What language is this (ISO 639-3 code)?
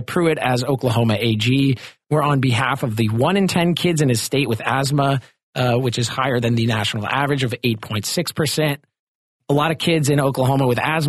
eng